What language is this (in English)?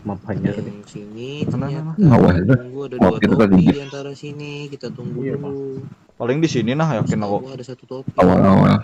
Banjar